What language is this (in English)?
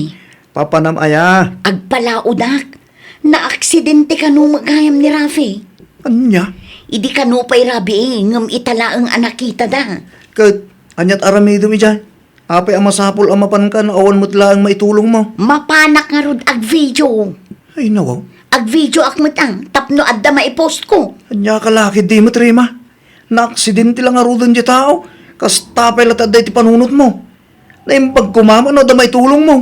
Iloko